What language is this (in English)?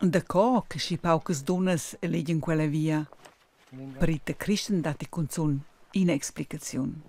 Romansh